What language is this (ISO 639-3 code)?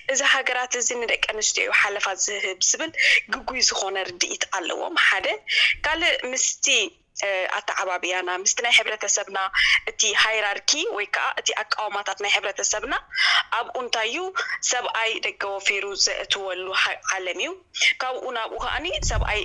tir